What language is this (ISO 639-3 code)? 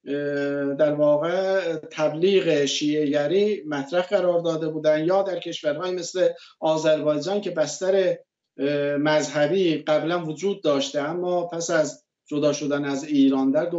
fas